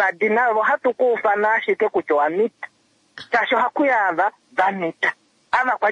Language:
Kuanyama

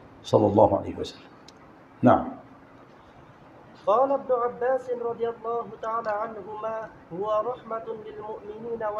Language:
Arabic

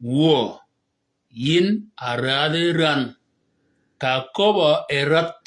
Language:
Shilluk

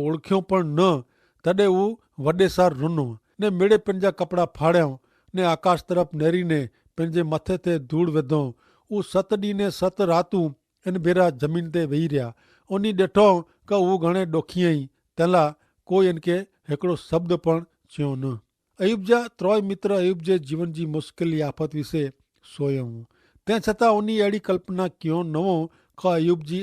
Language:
Kachhi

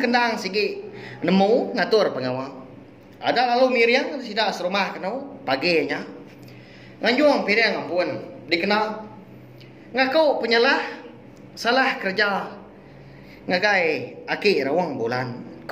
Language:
Iban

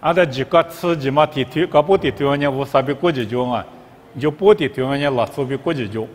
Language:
Lisu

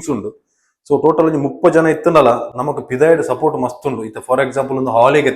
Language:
Tulu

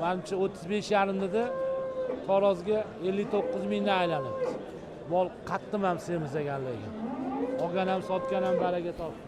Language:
Uzbek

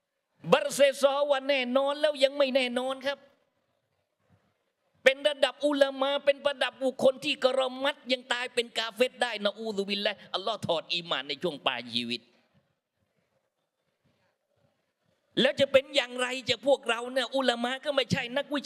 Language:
Thai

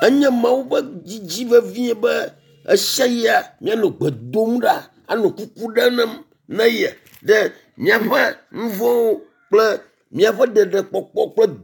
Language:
Ewe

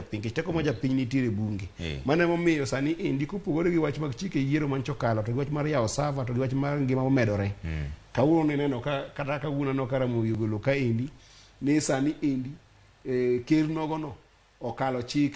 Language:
Luo (Kenya and Tanzania)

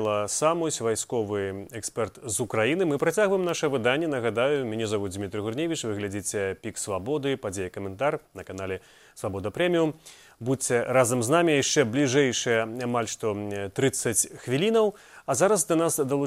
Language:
Belarusian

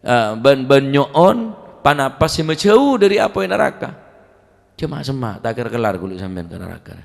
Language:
Madurese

